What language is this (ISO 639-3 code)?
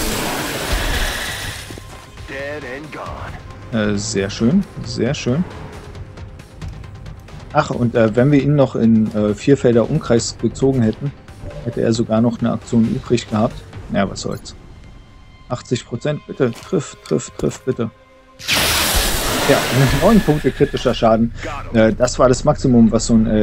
deu